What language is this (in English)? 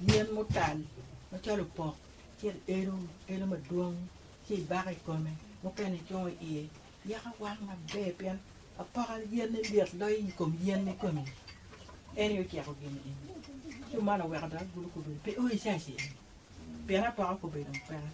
Acoli